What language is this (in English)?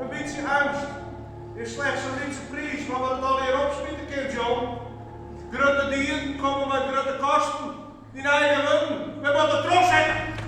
Western Frisian